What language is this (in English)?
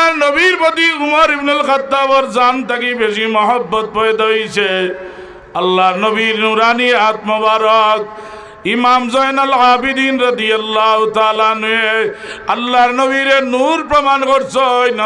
Sylheti